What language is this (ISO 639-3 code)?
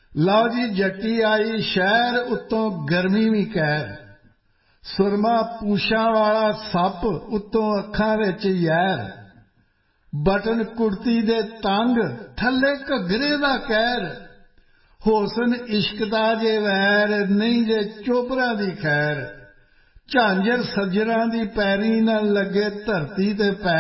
pan